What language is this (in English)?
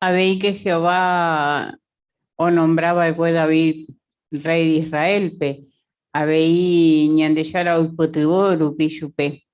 Guarani